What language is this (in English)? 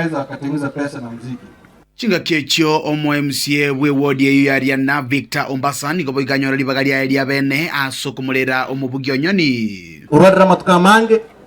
Gusii